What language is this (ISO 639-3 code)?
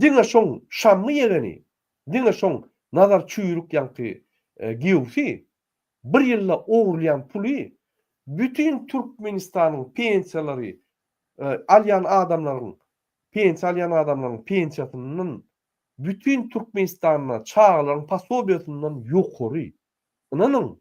tuk